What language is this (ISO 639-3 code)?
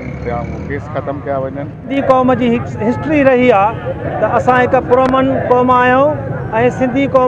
snd